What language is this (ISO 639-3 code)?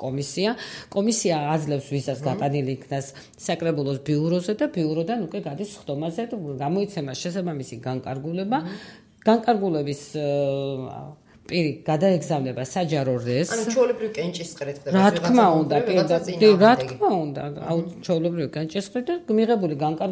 kat